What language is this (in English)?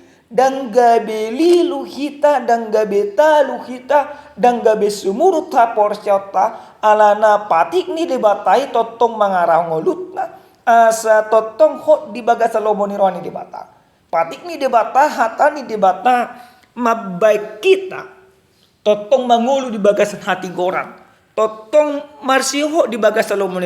Batak Toba